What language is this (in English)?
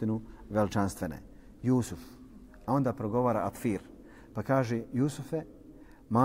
Bosnian